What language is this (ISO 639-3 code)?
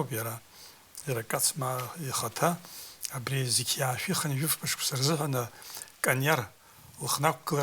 abk